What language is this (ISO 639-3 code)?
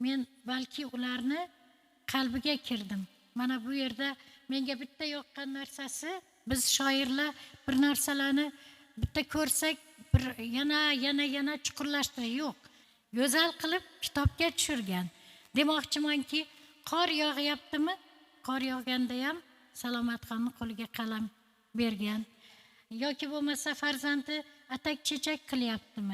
uzb